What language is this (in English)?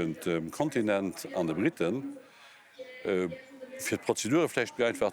Luxembourgish